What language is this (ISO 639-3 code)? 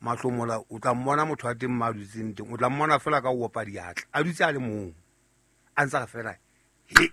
sot